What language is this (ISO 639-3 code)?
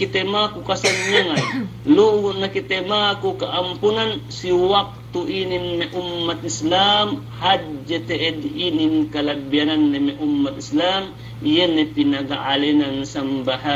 yka